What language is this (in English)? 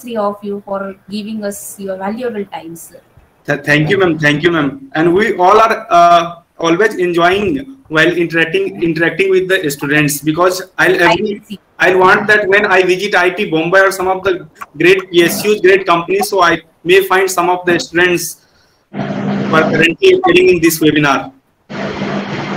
English